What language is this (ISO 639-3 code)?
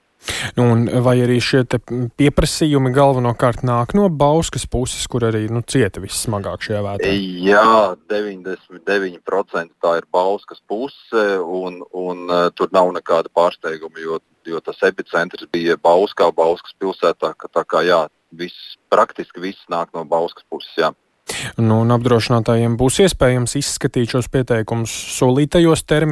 lav